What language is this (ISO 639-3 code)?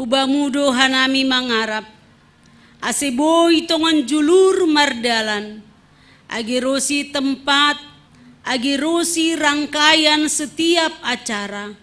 bts